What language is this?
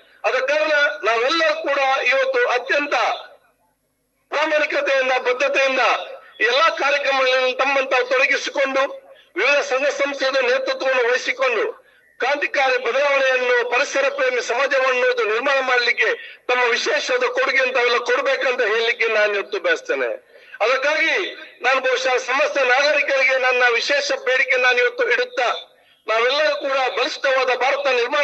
Kannada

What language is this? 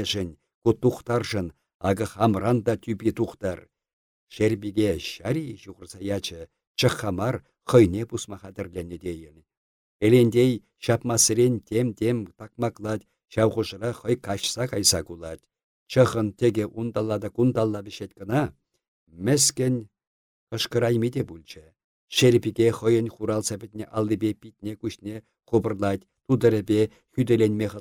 Chuvash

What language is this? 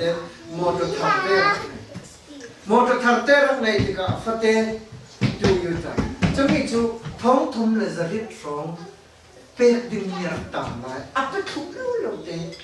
Falam Chin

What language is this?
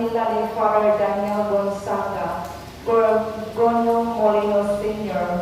Cebuano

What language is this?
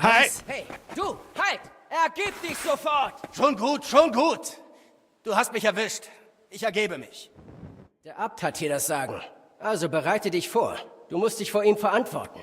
Bavarian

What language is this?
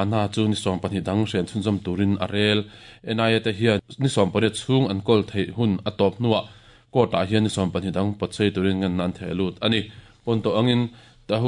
Mizo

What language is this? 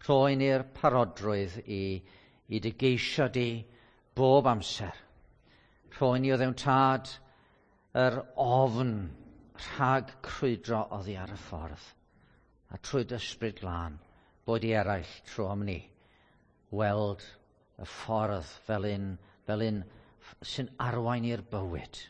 Welsh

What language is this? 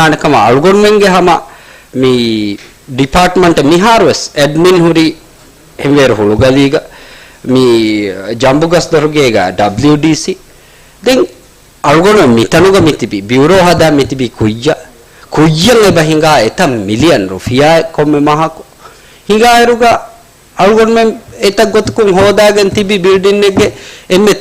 Divehi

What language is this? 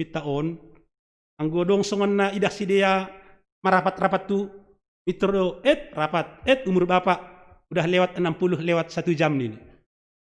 Batak Simalungun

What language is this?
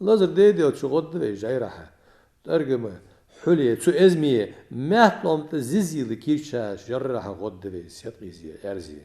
Ingush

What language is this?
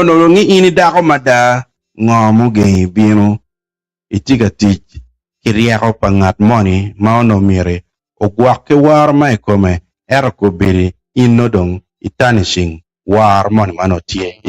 Acoli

